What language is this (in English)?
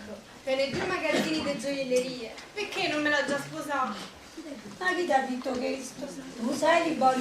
Neapolitan